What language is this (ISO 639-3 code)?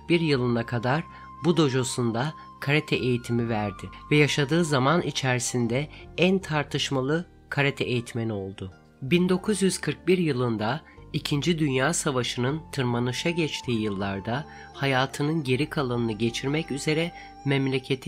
tur